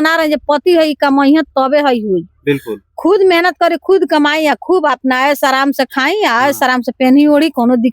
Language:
Bhojpuri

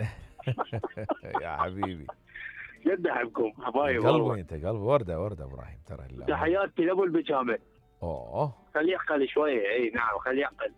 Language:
Mesopotamian Arabic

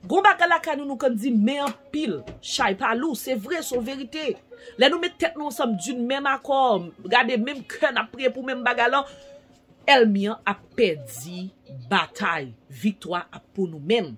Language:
Haitian Creole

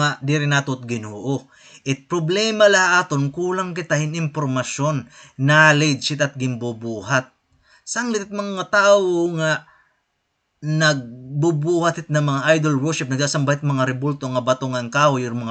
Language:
Waray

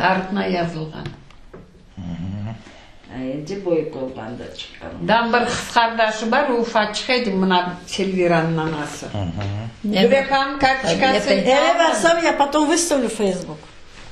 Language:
Crimean Tatar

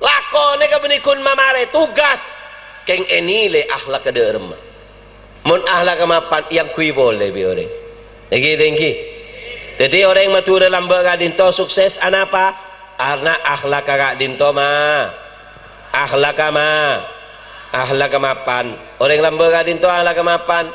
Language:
Madurese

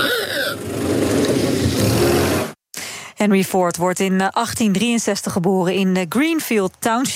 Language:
Dutch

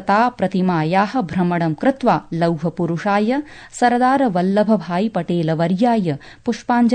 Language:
Sanskrit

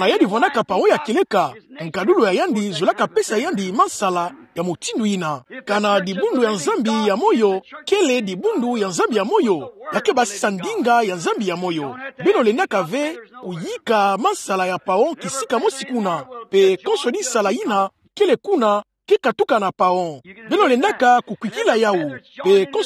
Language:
Kituba (Democratic Republic of Congo)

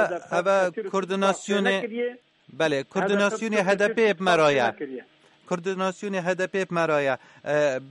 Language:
Kurdish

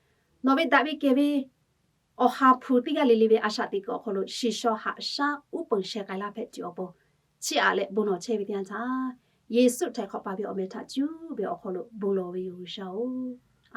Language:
Lahu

